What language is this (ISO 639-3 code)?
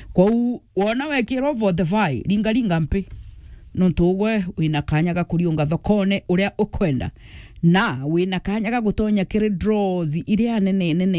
mer